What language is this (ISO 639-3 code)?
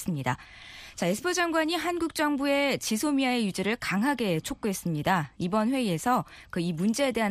kor